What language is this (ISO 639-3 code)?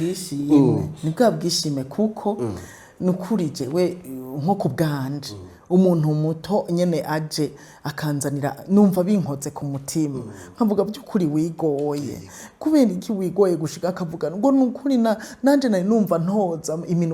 run